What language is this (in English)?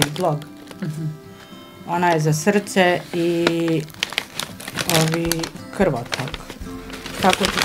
Bosnian